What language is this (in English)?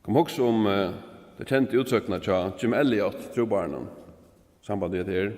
Faroese